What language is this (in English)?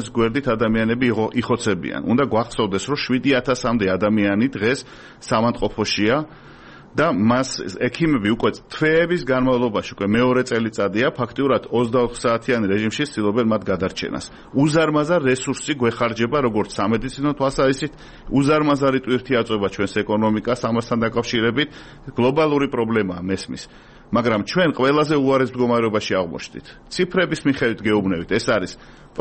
Georgian